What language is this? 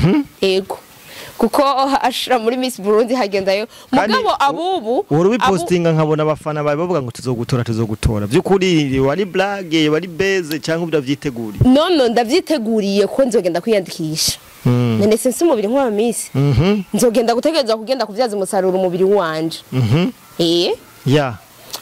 Rundi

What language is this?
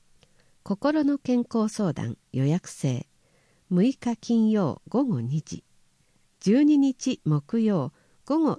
Japanese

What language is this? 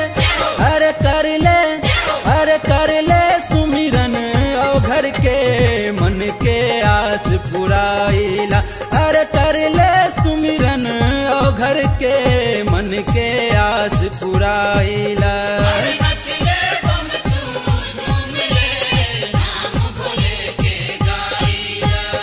Bhojpuri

